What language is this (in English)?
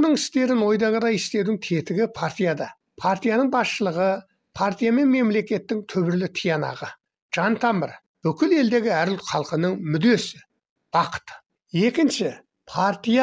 Kazakh